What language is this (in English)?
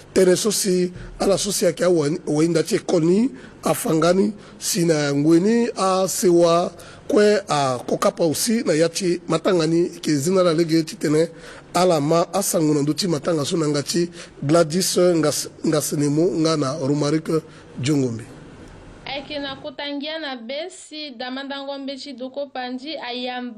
Sango